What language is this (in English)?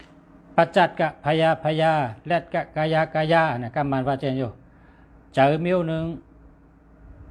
Shan